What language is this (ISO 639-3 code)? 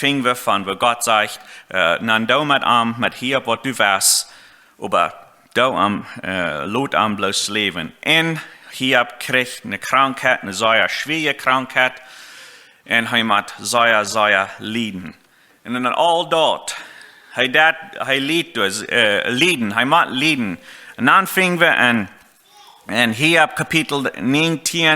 pdt